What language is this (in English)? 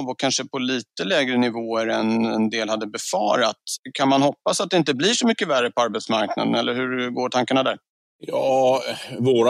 Swedish